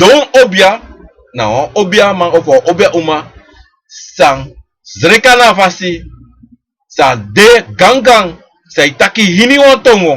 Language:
Sranan Tongo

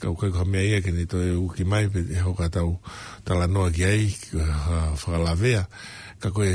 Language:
Tongan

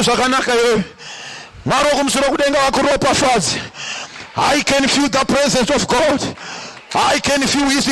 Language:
Shona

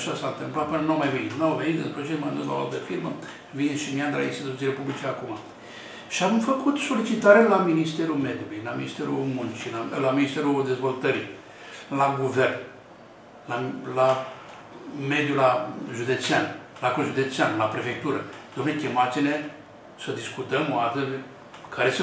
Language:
Romanian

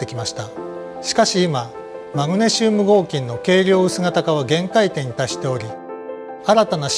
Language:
Japanese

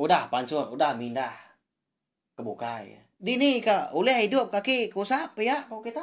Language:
Iban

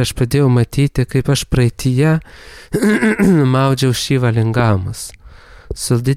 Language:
Lithuanian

